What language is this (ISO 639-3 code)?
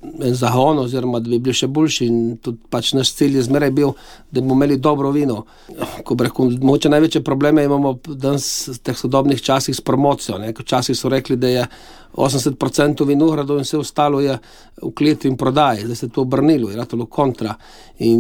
slv